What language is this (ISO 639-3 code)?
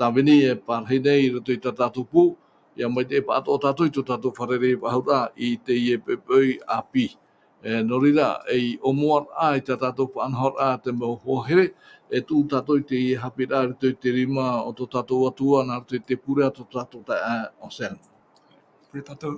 tah